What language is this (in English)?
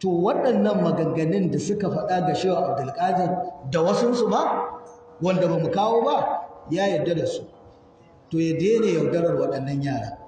Hausa